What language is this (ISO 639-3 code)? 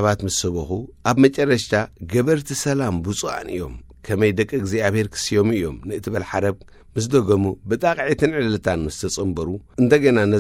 tir